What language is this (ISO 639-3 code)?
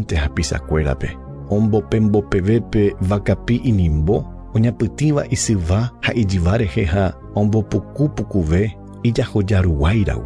grn